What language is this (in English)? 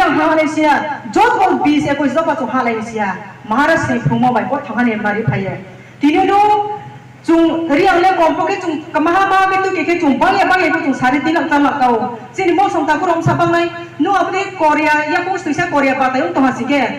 Riang (India)